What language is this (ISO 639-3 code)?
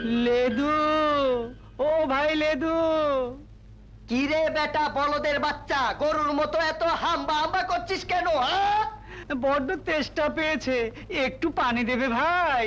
ben